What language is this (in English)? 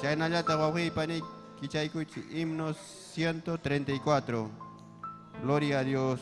Ayacucho Quechua